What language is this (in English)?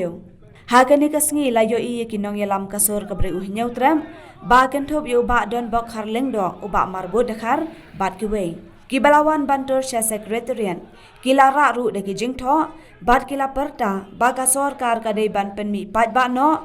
Khasi